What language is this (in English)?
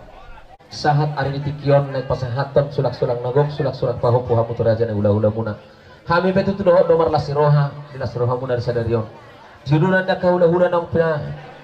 Batak Toba